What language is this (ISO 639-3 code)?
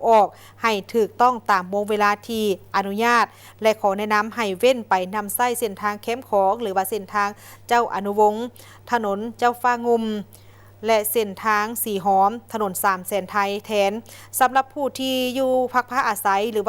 lao